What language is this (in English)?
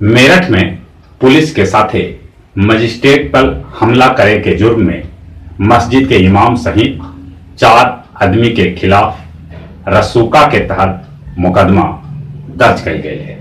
Magahi